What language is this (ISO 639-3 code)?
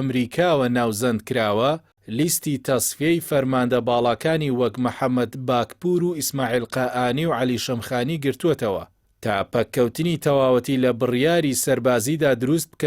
ckb